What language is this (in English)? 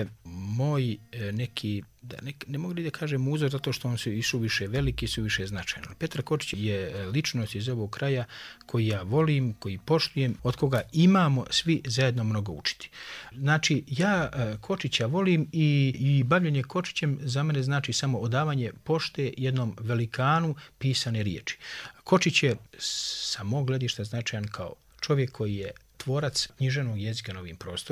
Serbian